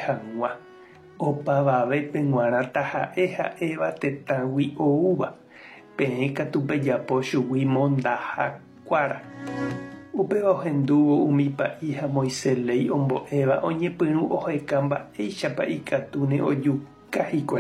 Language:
Guarani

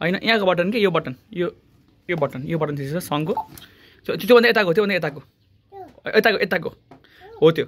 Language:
Nepali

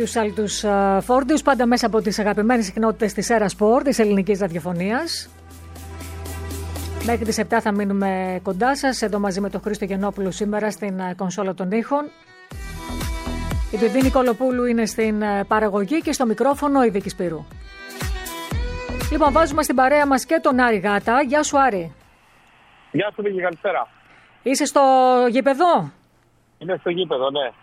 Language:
Greek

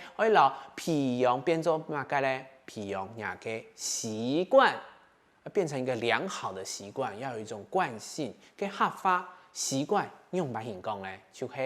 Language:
Hakka Chinese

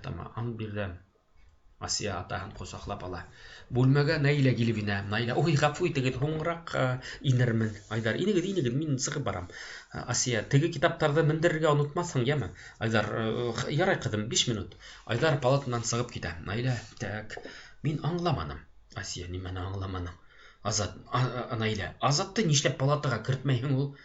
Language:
Bashkir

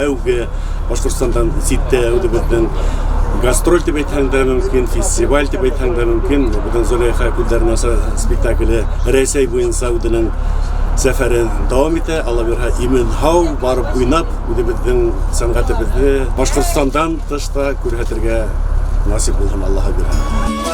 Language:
Bashkir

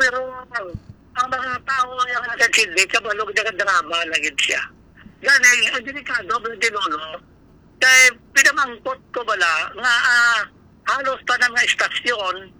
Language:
Hiligaynon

